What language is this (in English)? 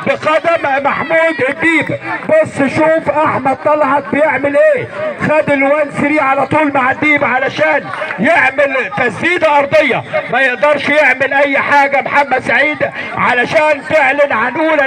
Egyptian Arabic